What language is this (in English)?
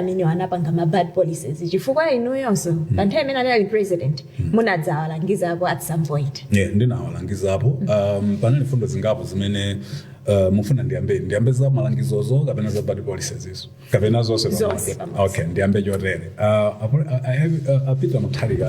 Nyanja